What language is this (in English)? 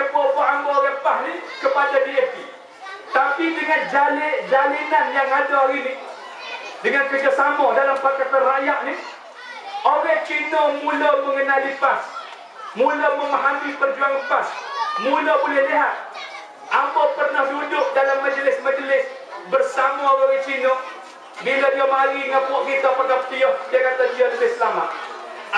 Malay